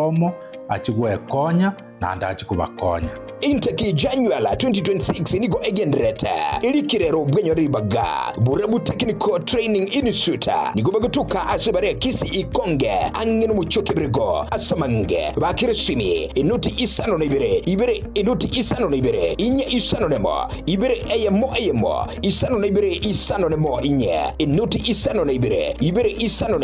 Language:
Gusii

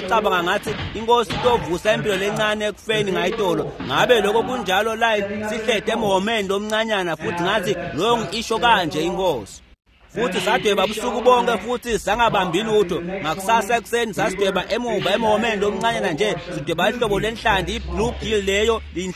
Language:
Swati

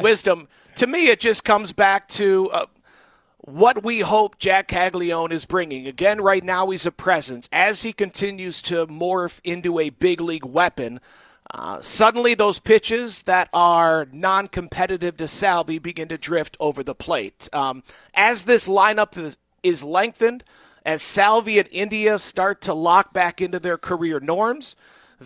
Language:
English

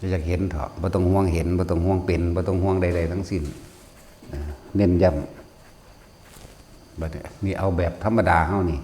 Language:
Northeastern Thai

